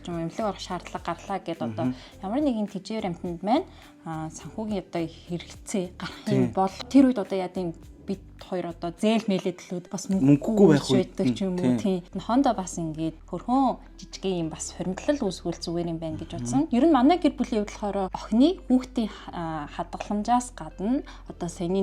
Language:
Mongolian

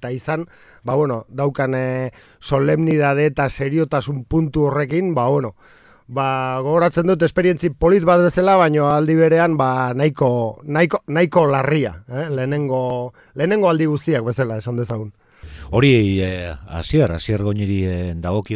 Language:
Basque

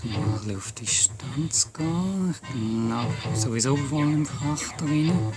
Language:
Swiss German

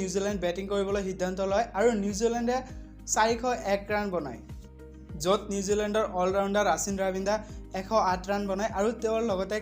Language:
Assamese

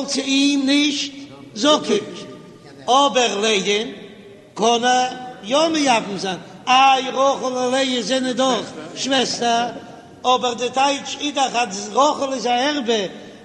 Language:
Yiddish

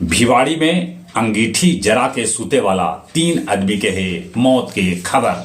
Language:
Magahi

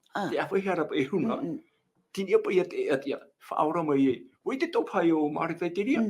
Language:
Tahitian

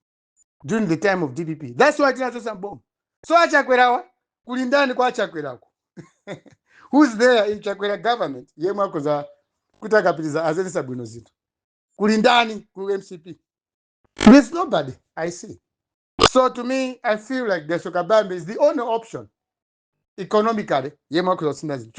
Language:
Nyanja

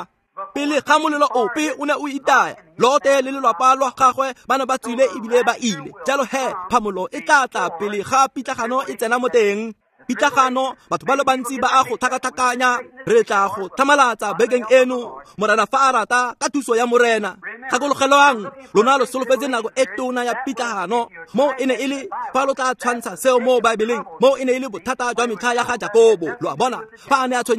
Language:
Tswana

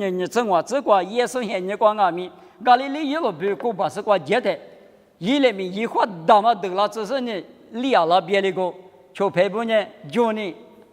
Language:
Lisu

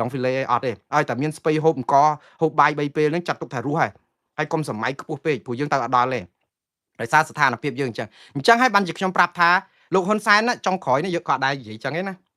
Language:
Khmer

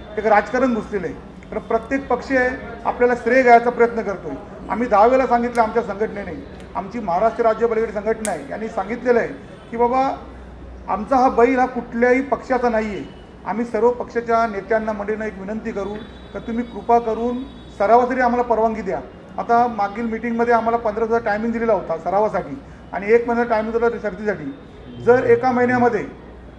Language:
Marathi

